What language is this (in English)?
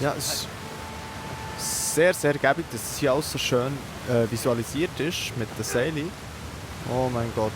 Swiss German